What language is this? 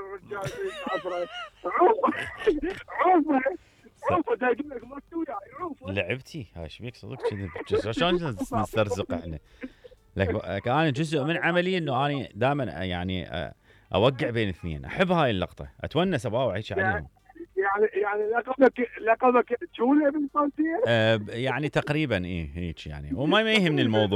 Mesopotamian Arabic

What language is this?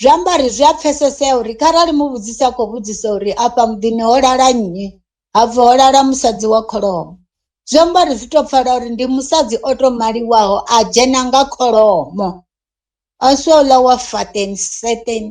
Venda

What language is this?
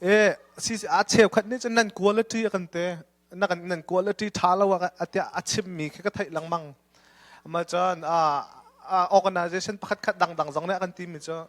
Hakha Chin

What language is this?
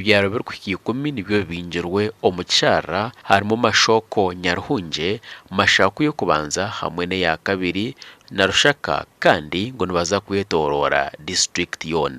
Nyankole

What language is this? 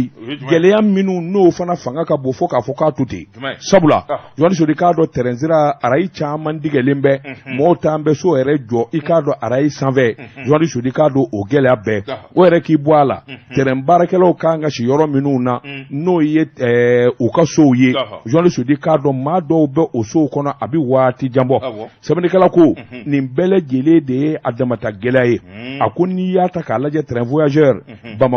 Bambara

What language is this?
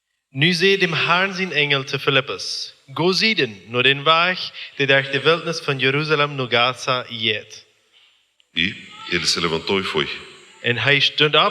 Plautdietsch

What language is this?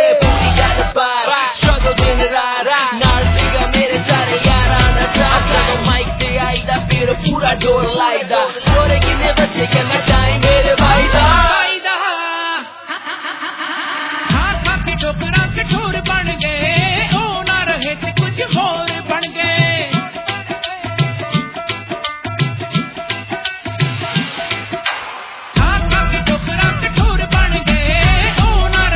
Punjabi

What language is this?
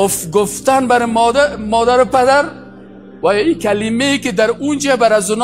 Persian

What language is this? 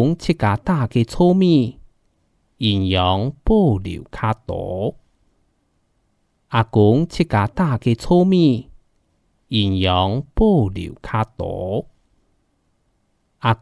Hakka Chinese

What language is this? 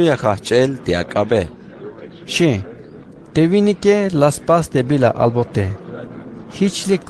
Tzeltal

